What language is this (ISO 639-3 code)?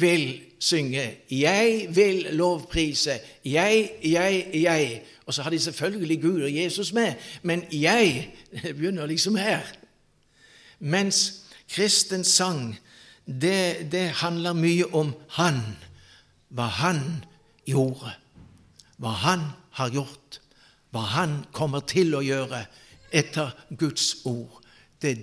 nor